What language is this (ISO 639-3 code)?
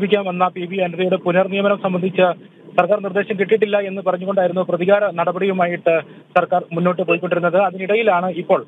mal